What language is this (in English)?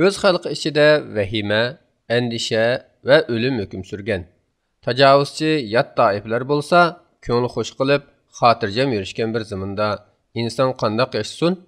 Uyghur